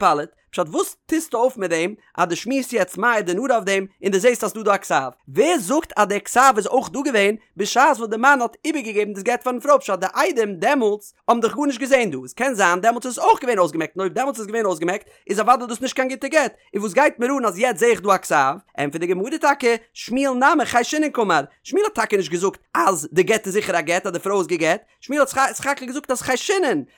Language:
Yiddish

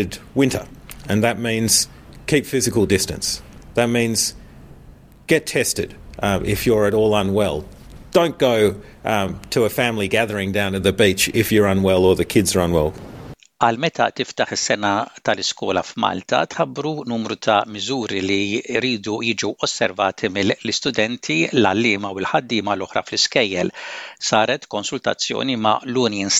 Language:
Maltese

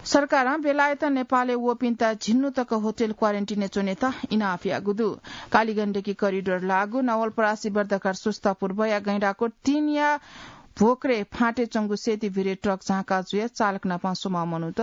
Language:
Newari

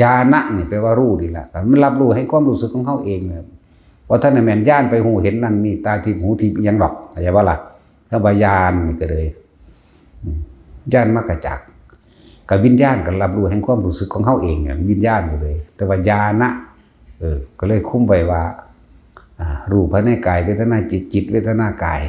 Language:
Northeastern Thai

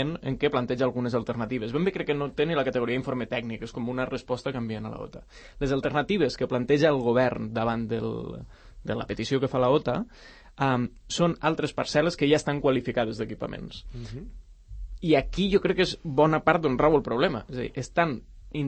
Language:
Catalan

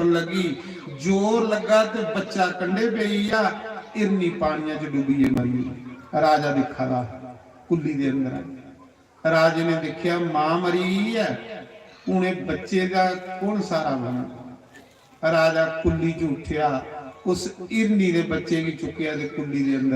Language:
Dogri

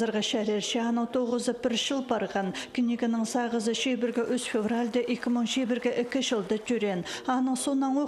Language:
Khakas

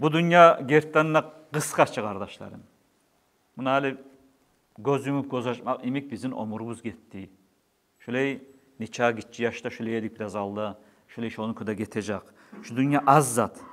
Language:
Kumyk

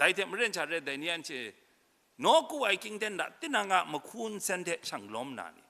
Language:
Kachin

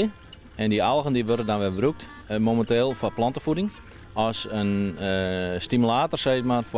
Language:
Western Frisian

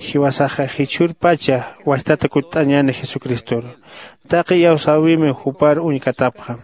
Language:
Aymara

